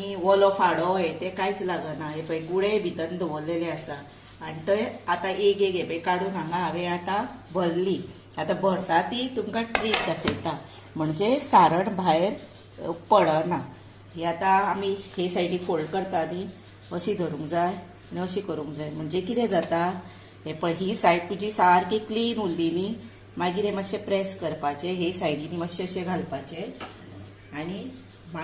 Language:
Konkani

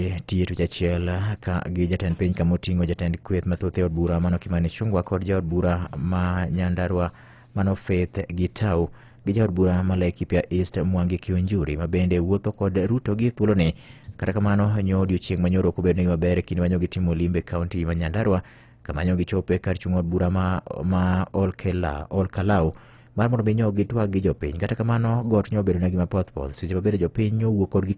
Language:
Luo (Kenya and Tanzania)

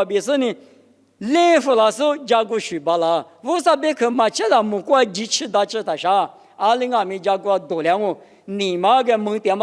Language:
Lisu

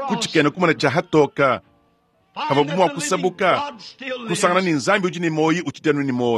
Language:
Luba-Lulua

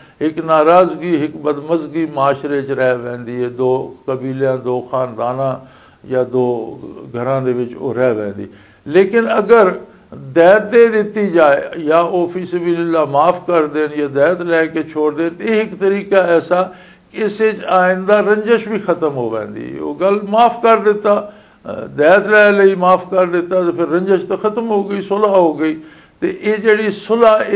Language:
Western Panjabi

